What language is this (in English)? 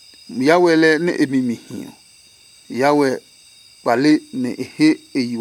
Adangme